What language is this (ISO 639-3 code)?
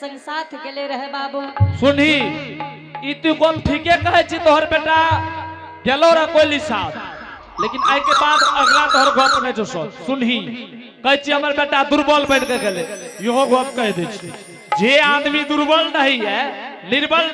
anp